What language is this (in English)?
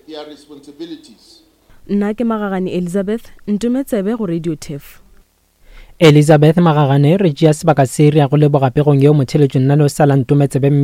Northern Sotho